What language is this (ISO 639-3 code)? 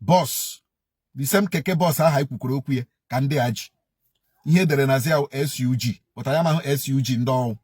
ibo